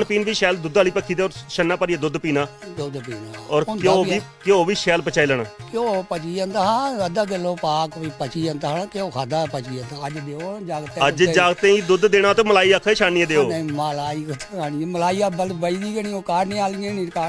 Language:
Dogri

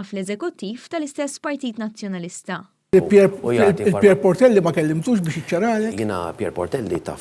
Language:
Maltese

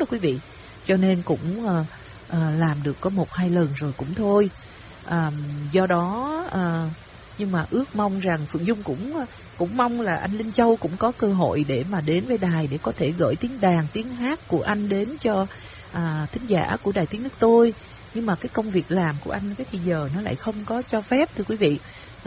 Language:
Vietnamese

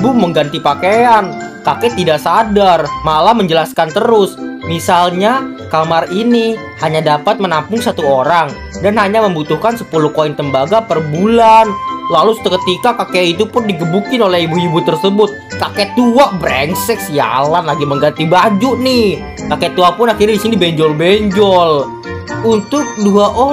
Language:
Indonesian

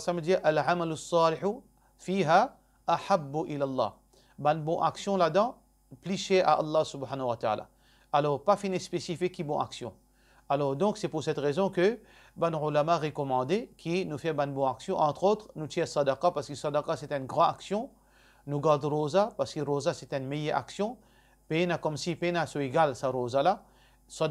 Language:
Morisyen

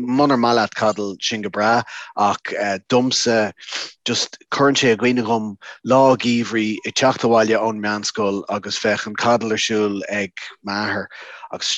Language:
Irish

